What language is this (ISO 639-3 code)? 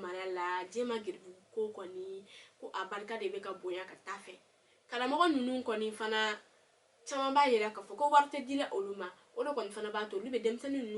bam